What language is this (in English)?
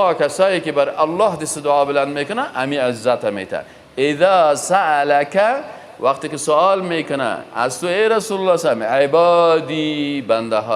Persian